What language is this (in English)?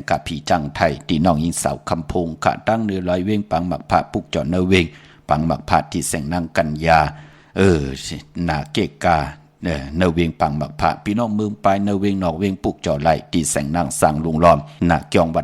Shan